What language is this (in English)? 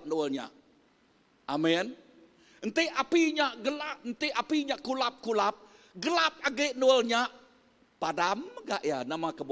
Iban